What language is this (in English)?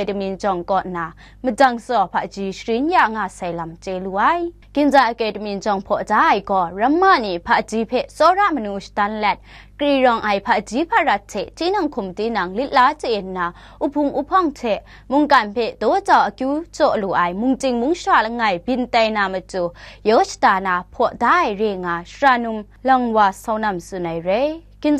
Kachin